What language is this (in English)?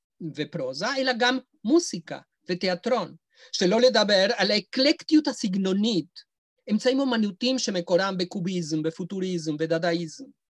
Hebrew